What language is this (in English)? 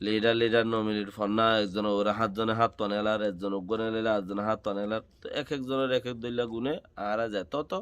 Rohingya